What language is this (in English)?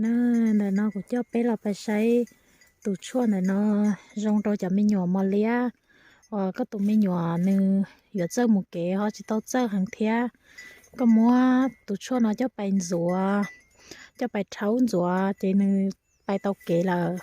Hmong